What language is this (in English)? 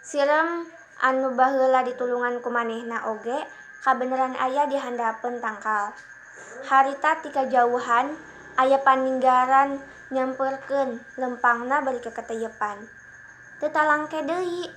Sundanese